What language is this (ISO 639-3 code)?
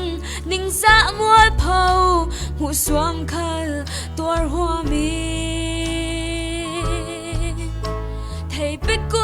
cfm